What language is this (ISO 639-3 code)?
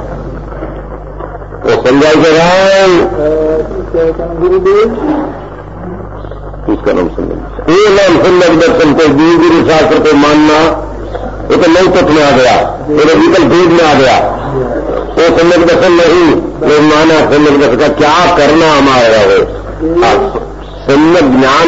hin